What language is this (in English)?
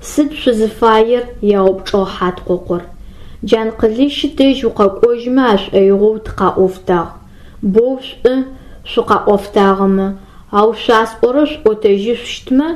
Adyghe